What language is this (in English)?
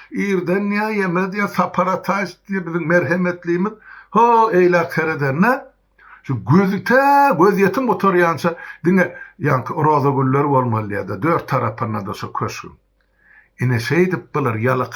Turkmen